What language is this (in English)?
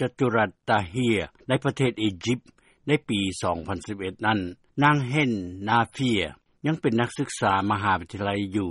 Lao